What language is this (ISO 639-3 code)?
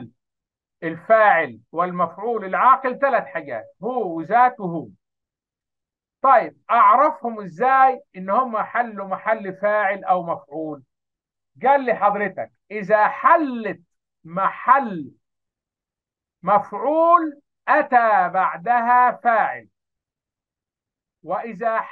arz